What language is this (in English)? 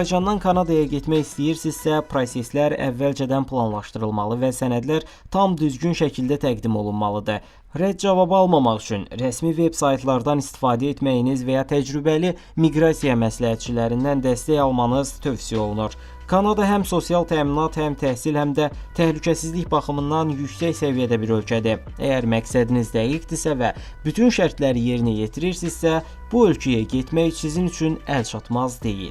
Azerbaijani